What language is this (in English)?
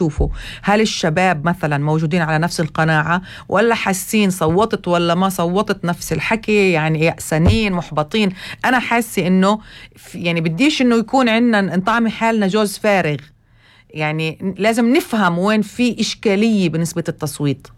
North Levantine Arabic